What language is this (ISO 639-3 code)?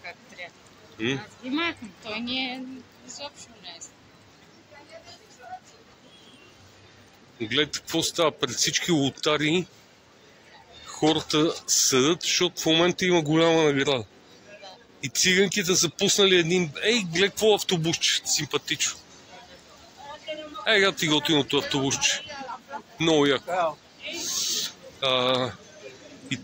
bul